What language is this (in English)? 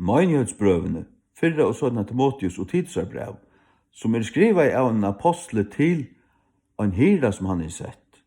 Faroese